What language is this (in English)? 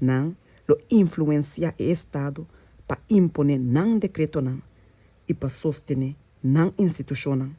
Papiamento